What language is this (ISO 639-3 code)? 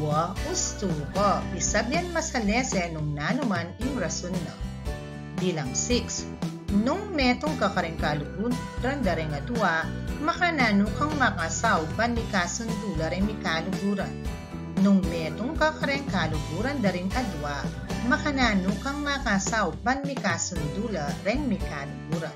pam